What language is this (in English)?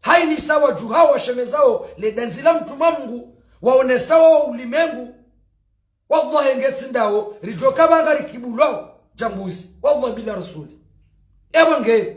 Ngazidja Comorian